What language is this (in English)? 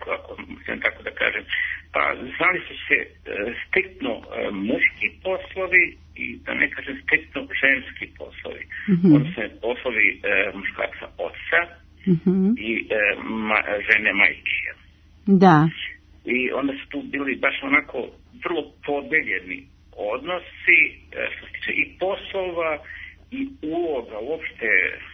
Serbian